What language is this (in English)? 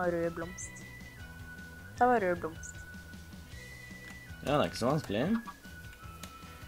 Norwegian